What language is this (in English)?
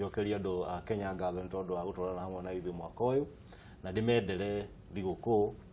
Kikuyu